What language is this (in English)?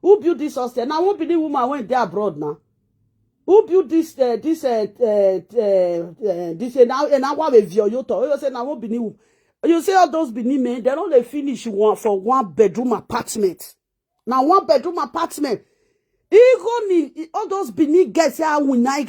Nigerian Pidgin